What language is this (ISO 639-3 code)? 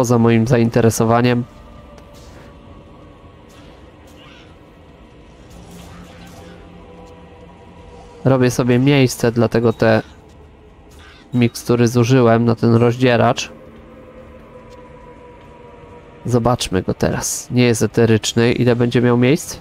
pol